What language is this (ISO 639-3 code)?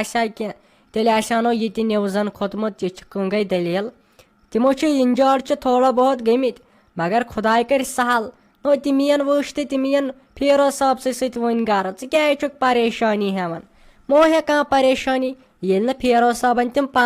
kas